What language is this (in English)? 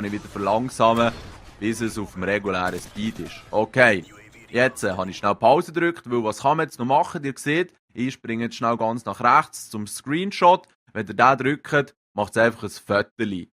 Swiss German